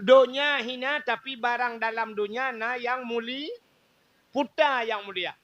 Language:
Achinese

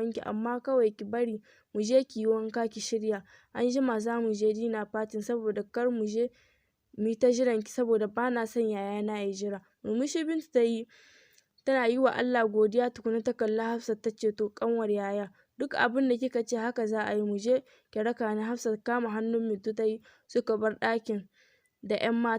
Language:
Hausa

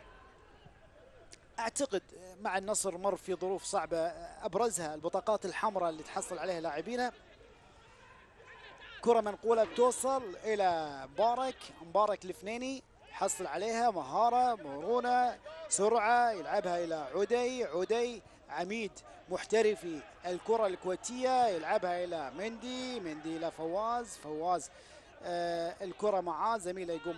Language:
Gulf Arabic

